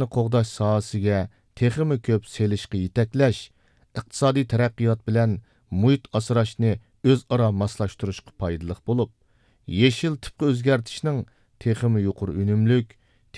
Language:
Uyghur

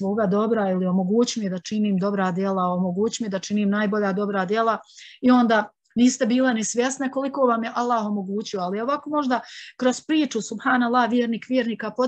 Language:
Bosnian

